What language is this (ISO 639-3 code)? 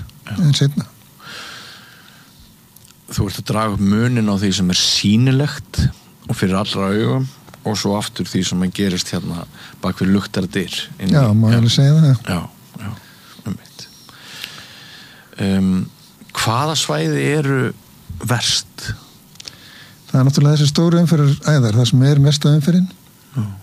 isl